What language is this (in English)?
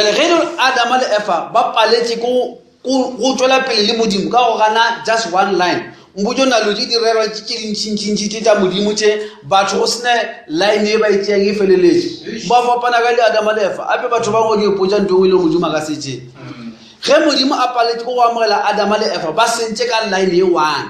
Northern Sotho